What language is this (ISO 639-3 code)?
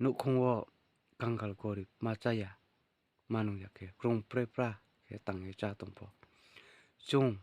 ria